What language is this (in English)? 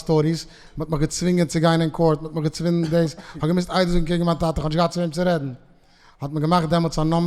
Yiddish